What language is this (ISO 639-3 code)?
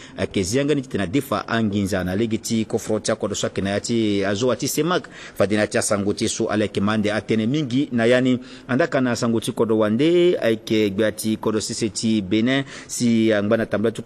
sag